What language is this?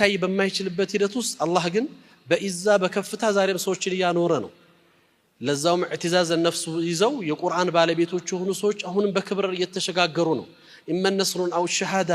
Amharic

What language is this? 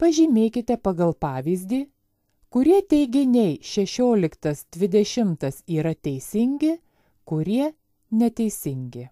Lithuanian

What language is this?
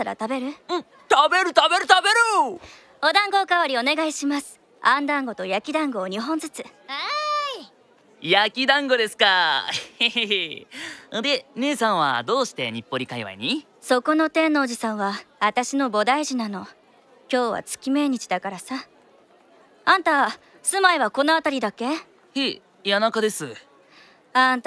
Japanese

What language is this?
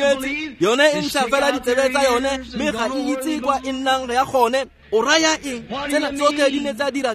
Tswana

